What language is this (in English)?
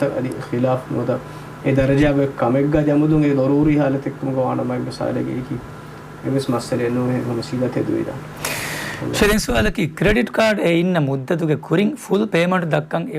Divehi